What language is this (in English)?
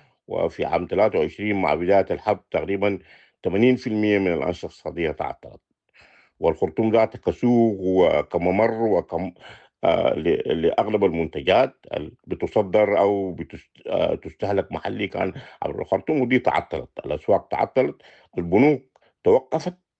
Sudanese Arabic